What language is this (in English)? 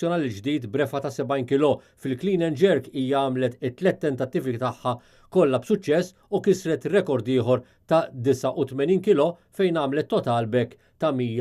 Maltese